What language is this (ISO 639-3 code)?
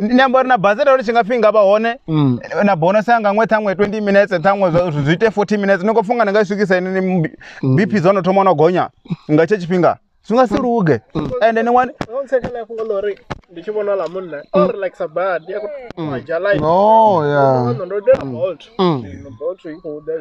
ven